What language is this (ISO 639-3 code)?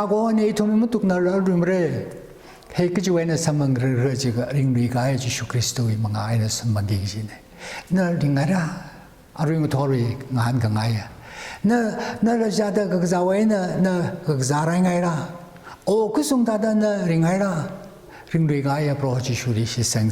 nmf